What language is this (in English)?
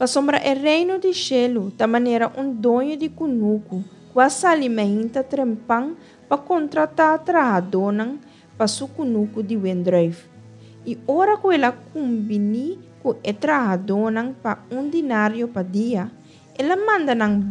Papiamento